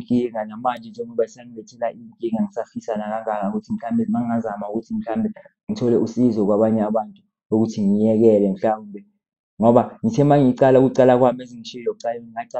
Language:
Zulu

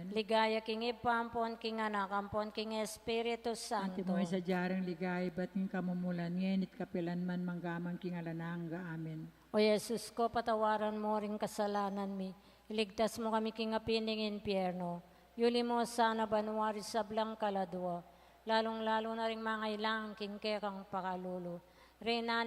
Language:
Pampanga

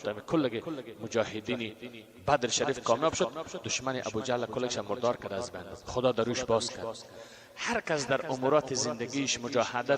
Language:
Persian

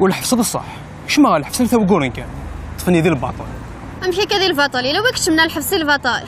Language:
Kabyle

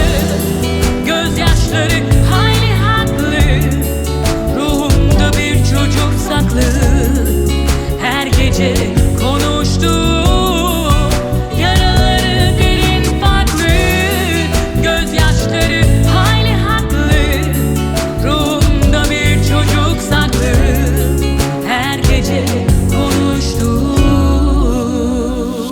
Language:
Turkish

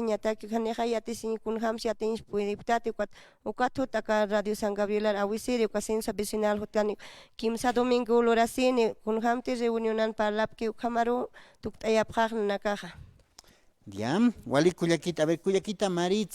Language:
Aymara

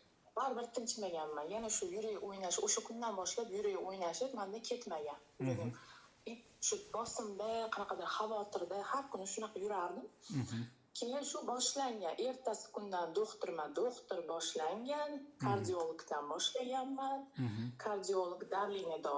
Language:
Uzbek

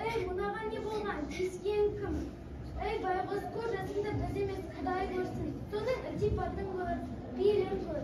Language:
Kazakh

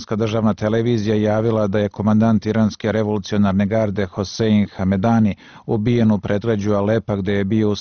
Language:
Bosnian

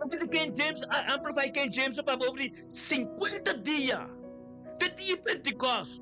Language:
Papiamento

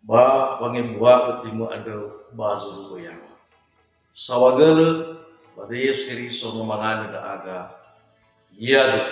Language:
Nias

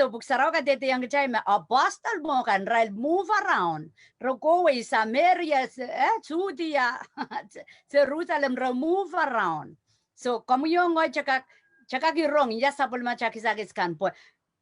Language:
Pohnpeian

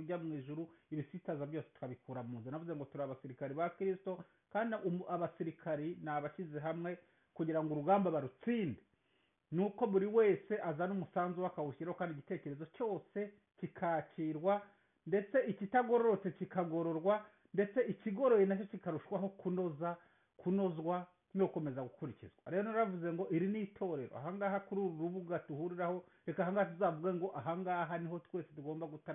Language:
Kinyarwanda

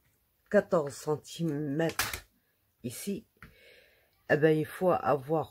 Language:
French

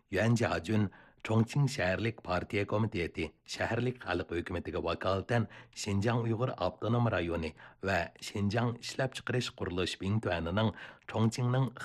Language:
Uyghur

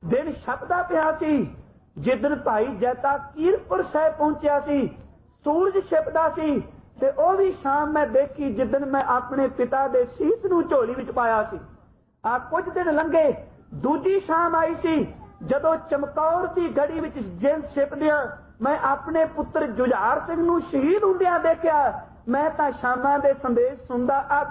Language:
Punjabi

